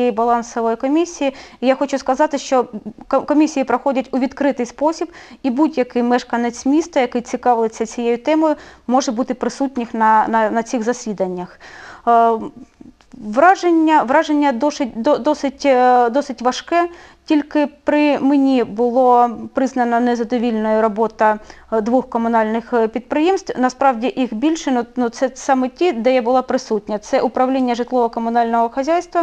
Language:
Ukrainian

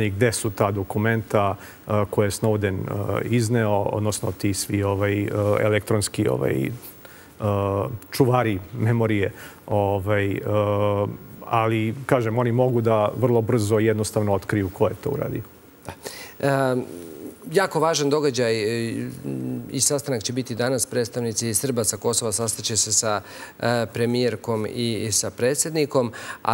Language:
Serbian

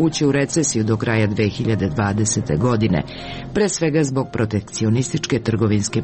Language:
Serbian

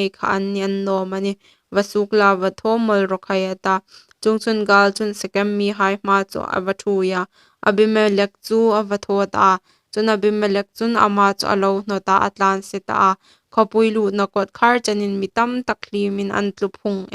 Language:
Hmar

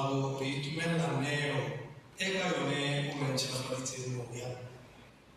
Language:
Tswana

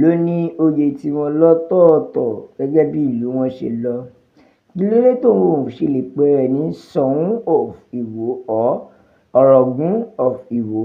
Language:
Yoruba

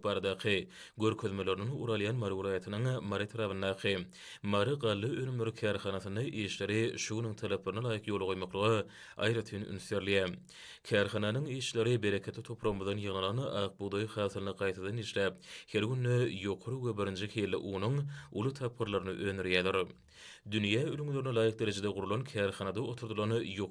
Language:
Turkmen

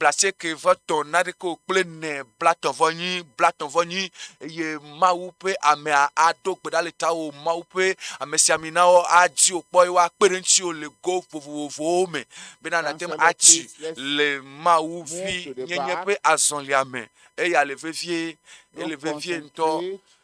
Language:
Ewe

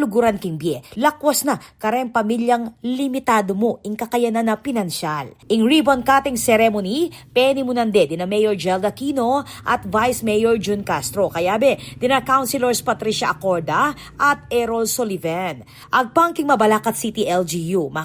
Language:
Pampanga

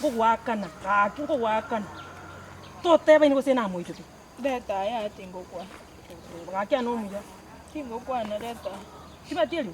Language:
Gusii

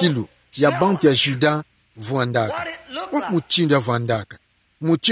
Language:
Kituba (Democratic Republic of Congo)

